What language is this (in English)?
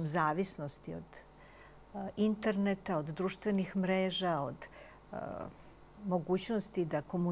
Serbian